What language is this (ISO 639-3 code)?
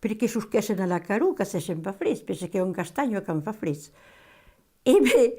oci